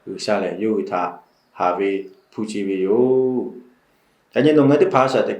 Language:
Lahu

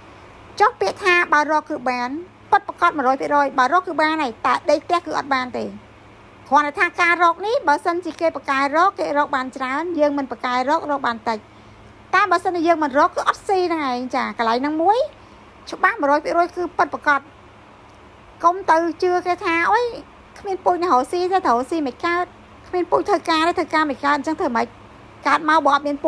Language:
Khmer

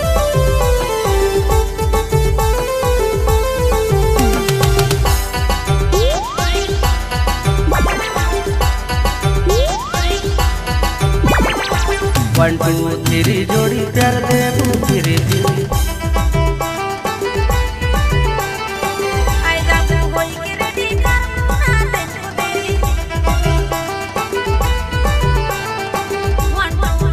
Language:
Sadri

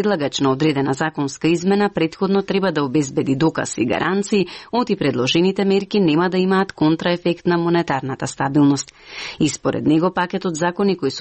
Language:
Macedonian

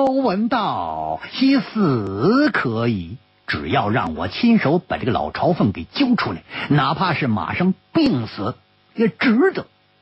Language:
Chinese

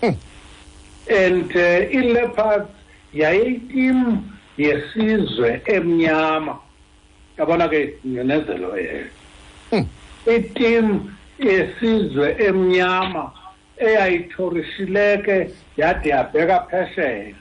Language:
Xhosa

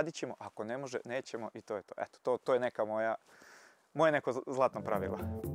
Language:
Serbian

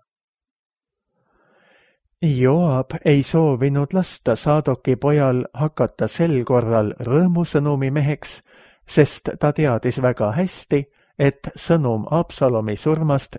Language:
Estonian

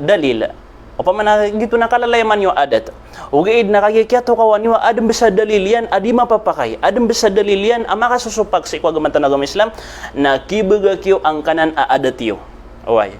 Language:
Maranao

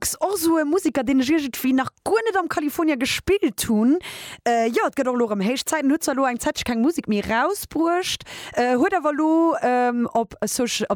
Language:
Luxembourgish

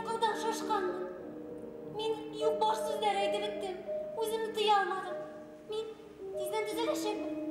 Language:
Bashkir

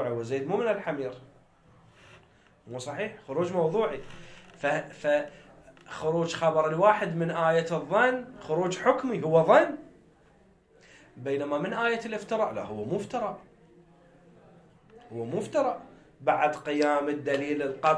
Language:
Arabic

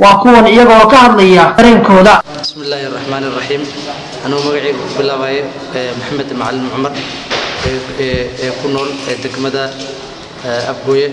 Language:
Somali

